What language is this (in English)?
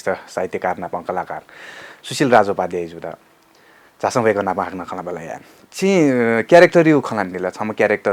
Newari